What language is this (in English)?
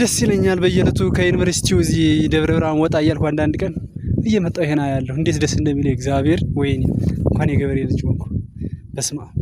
Amharic